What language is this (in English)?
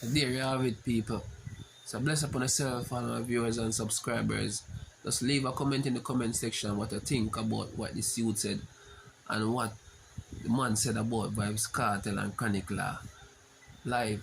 Jamaican Creole English